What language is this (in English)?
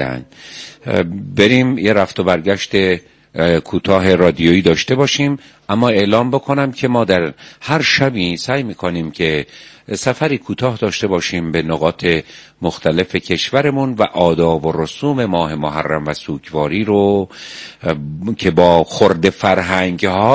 Persian